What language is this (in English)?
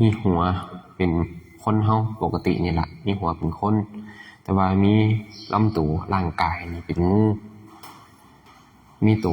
Lao